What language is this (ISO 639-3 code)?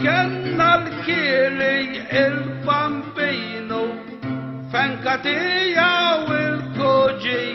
mlt